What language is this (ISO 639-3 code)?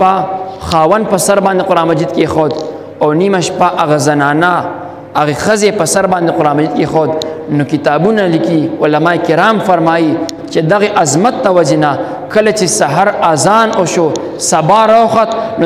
pus